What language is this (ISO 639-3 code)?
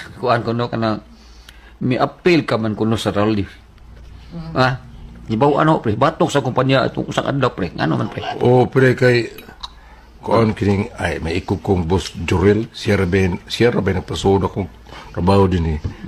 ceb